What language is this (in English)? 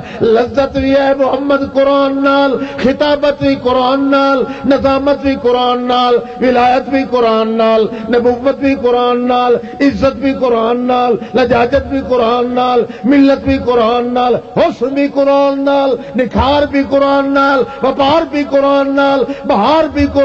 Western Panjabi